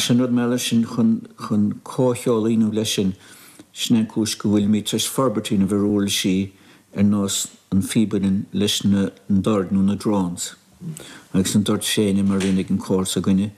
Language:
Irish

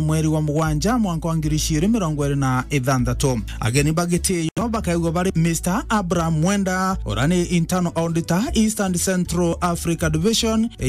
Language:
Meru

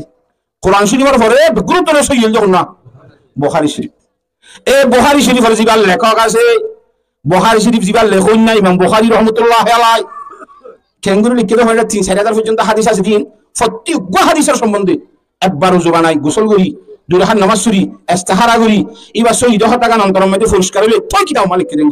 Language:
Rohingya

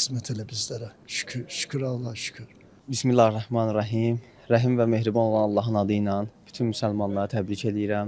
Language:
Azerbaijani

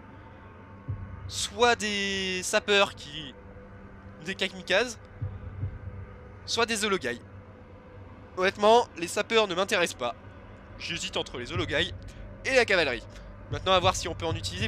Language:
French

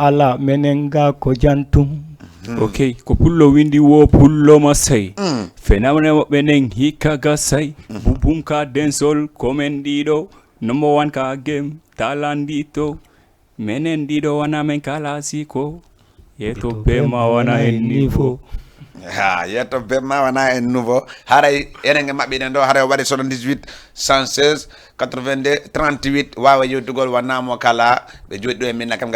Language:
Fula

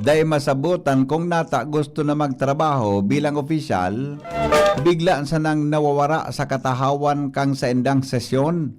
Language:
Bikol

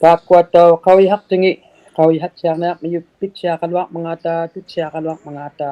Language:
Inuktitut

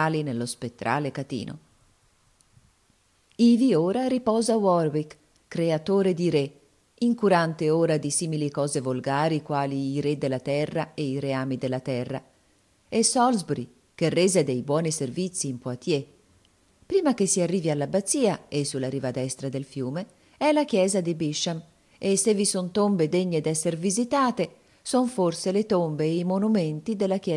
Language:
Italian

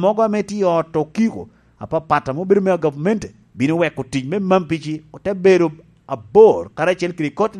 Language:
Lango (Uganda)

